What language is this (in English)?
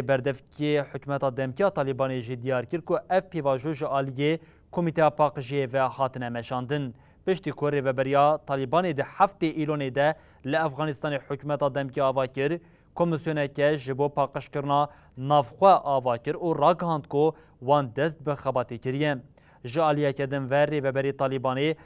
Kurdish